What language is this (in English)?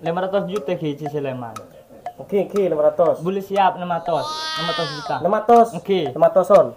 Madurese